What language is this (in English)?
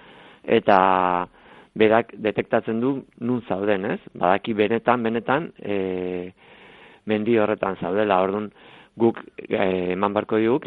Basque